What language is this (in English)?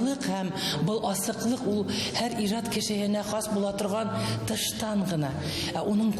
Bashkir